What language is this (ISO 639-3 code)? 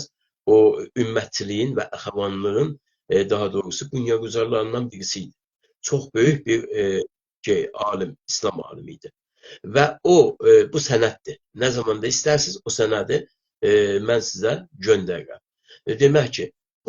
azb